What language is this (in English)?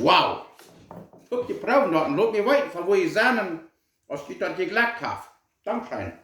Plautdietsch